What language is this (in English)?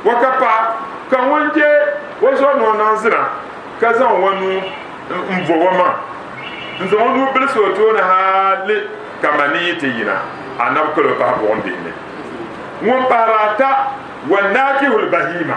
Dagbani